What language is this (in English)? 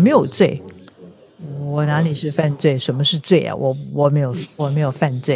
Chinese